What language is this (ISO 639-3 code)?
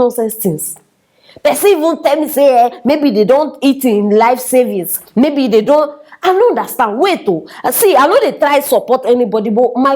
pcm